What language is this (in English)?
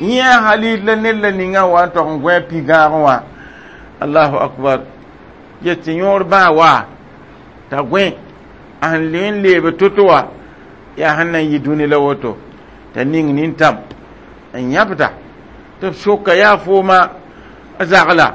Mossi